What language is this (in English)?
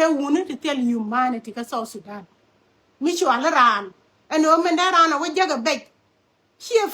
Nuer